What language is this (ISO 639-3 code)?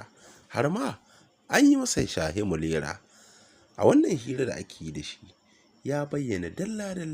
hau